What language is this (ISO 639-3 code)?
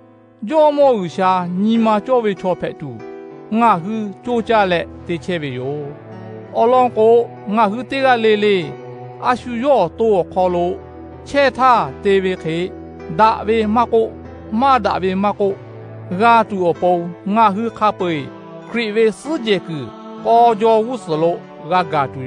lhu